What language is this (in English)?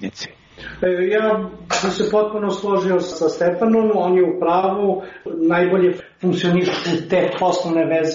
Serbian